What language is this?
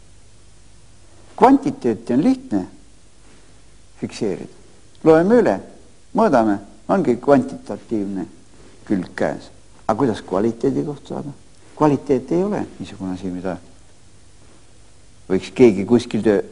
Estonian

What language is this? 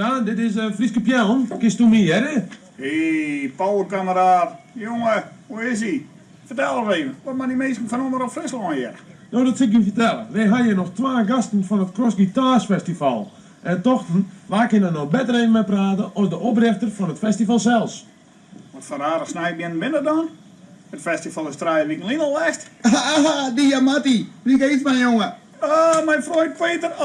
Western Frisian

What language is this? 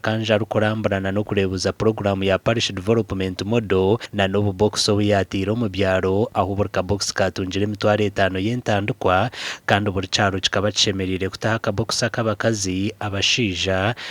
Nyankole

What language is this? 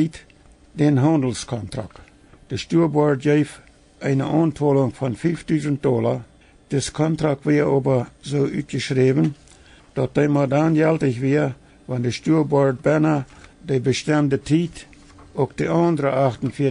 Plautdietsch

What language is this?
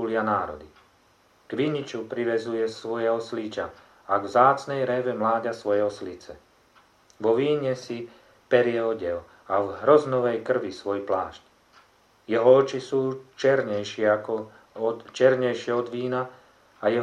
Slovak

